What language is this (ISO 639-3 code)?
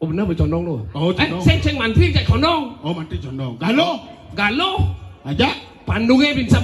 ban